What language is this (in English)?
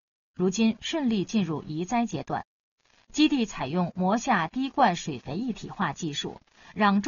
Chinese